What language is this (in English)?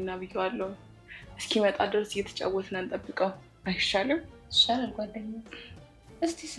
Amharic